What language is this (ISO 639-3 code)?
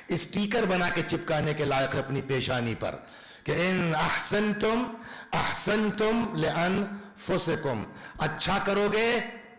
urd